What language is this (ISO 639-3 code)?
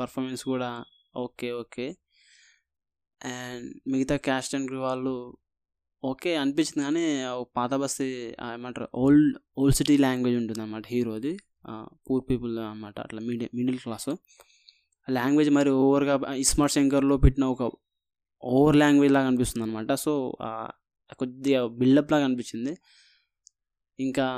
tel